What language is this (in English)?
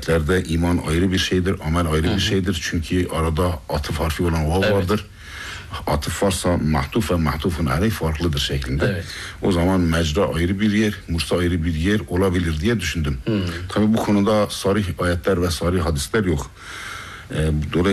Turkish